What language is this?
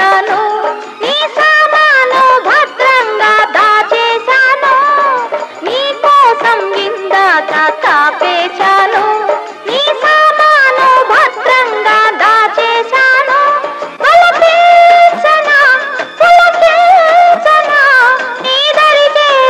Telugu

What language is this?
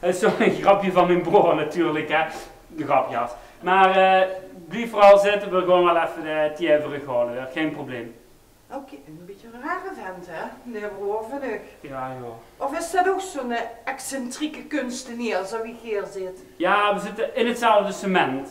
Limburgish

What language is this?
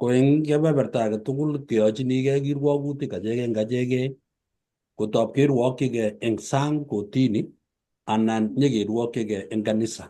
Kalenjin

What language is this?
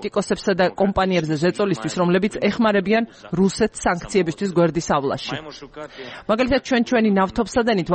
Georgian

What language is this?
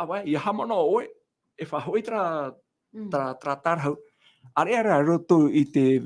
Tahitian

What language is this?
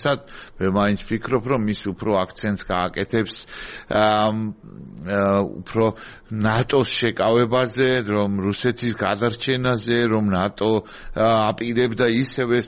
Georgian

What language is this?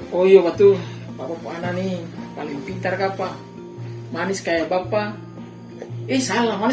Ambonese Malay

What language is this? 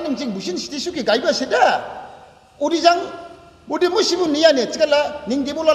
Dimasa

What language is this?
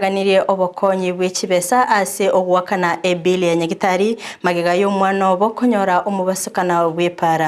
Gusii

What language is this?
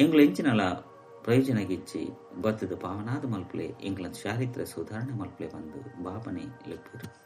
Tulu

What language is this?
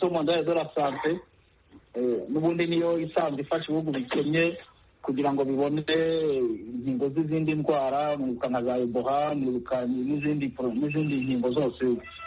Kinyarwanda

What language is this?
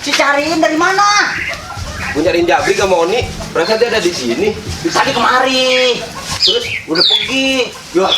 Betawi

